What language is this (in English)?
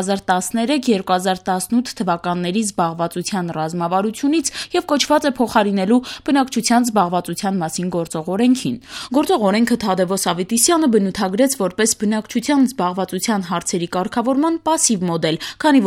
Armenian